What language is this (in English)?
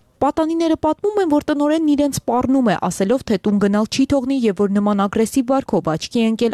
Armenian